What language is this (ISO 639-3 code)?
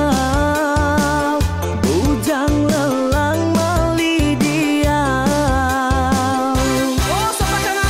iba